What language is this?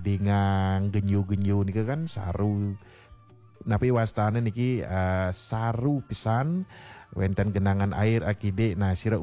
Balinese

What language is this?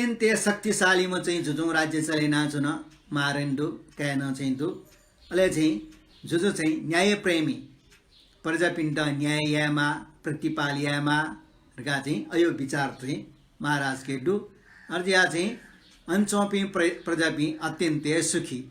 Newari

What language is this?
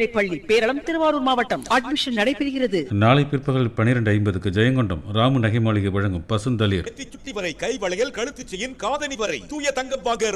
Tamil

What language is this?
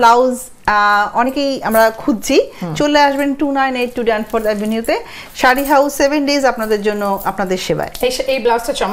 Bangla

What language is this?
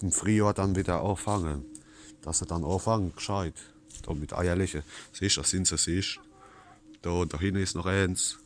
Palatine German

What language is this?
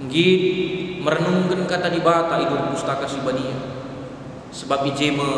Batak Karo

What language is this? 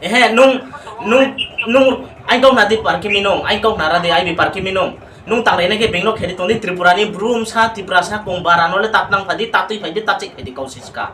Riang (India)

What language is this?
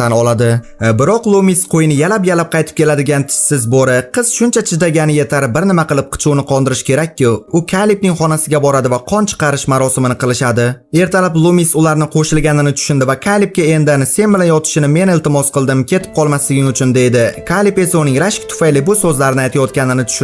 Uzbek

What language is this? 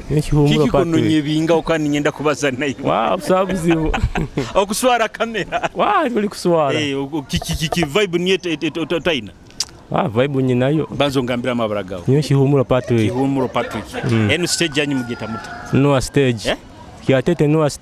Nyoro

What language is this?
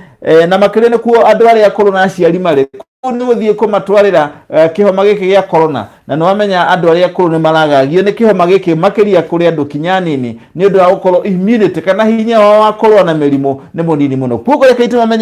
Kikuyu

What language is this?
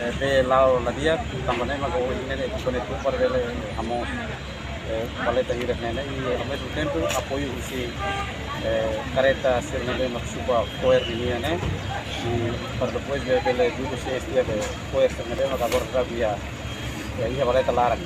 Tetum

